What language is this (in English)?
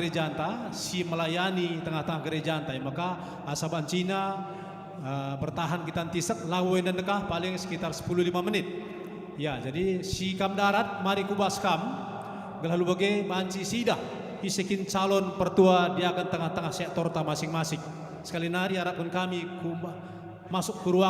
Batak Karo